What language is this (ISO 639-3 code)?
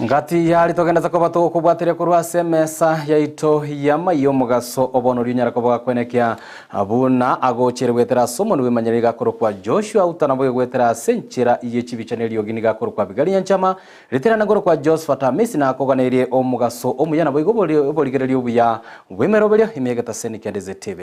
guz